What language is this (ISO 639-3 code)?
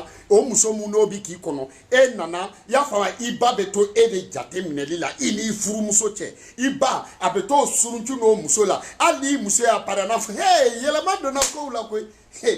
bam